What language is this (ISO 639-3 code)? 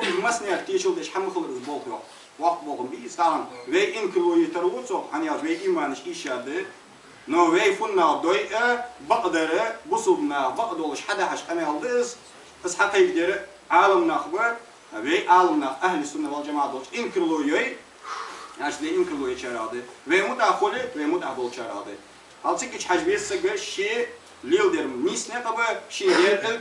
inh